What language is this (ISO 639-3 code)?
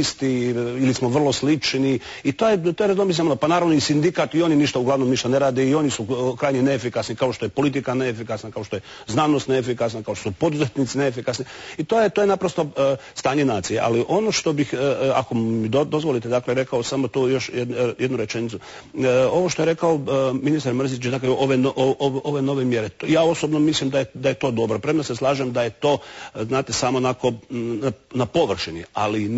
hrv